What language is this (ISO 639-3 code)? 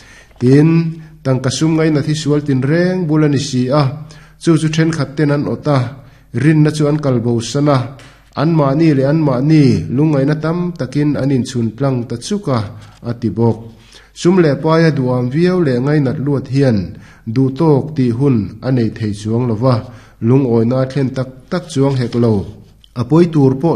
lus